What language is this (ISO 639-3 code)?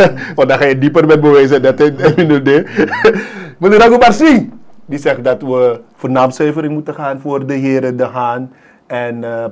nld